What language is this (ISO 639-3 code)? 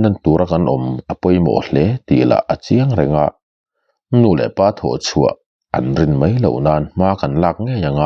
lus